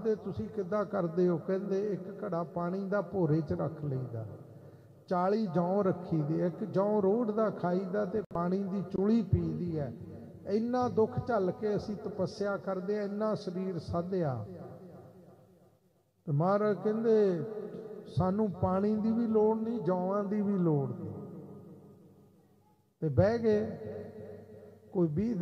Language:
Punjabi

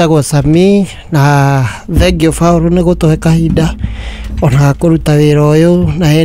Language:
Kikuyu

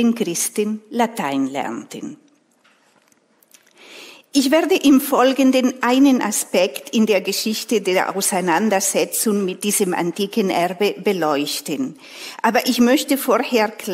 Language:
German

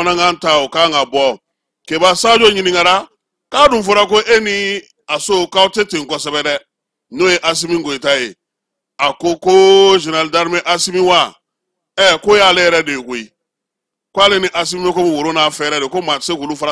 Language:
Bambara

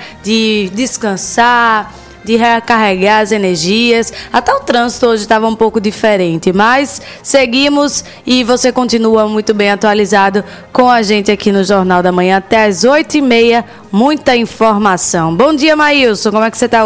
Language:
Portuguese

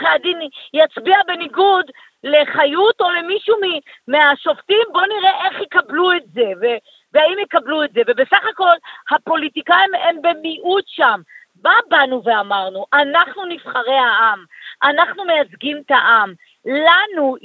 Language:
Hebrew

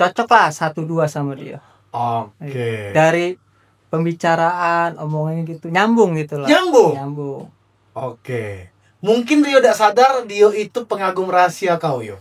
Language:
Musi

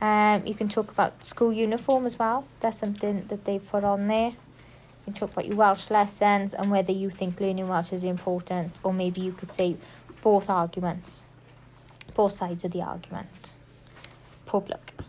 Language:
English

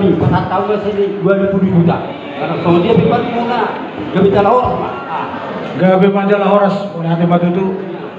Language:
Batak Toba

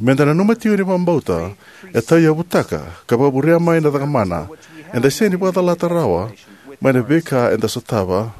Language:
Fijian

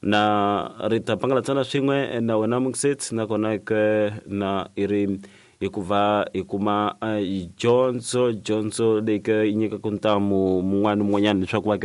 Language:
Tsonga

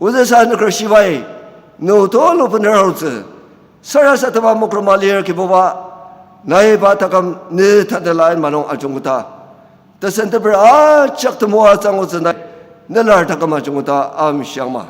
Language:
Ao Naga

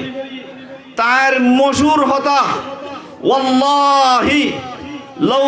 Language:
Rohingya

